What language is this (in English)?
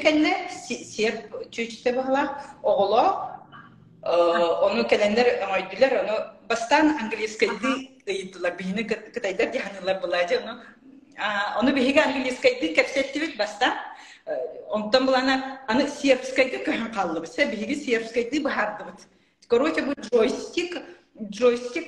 Yakut